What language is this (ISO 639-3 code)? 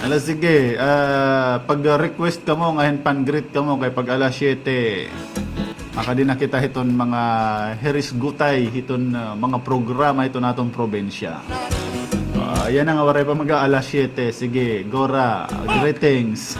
war